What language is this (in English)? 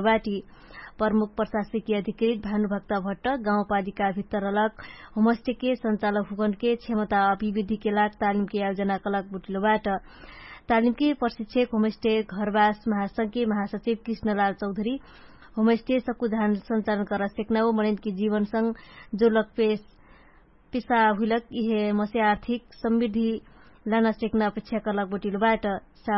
Dangaura Tharu